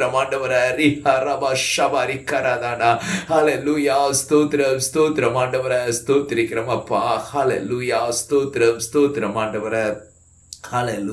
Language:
Tamil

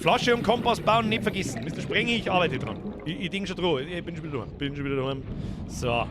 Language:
Bavarian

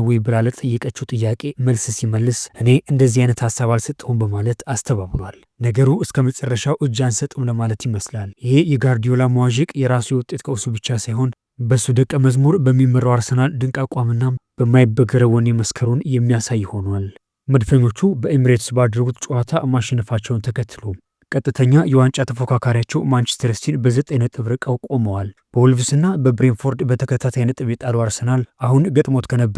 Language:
Amharic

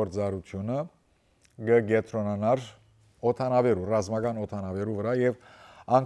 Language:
Western Armenian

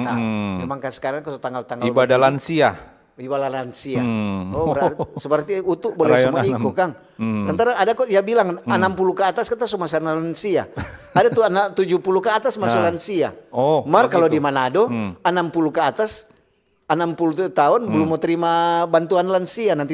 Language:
Manado Malay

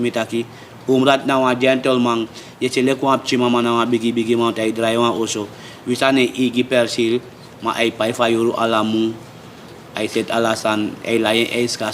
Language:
Sranan Tongo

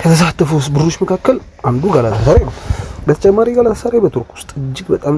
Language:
Amharic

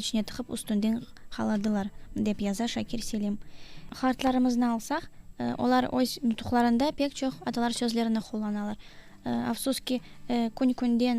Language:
Crimean Tatar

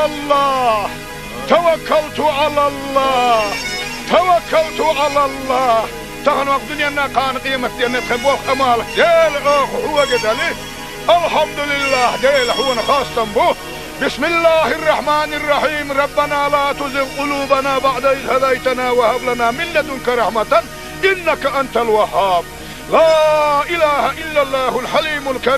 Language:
Chechen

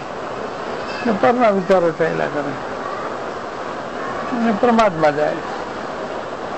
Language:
Gujarati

